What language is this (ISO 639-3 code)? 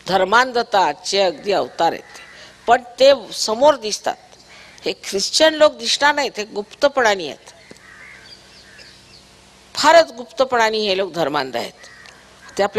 mar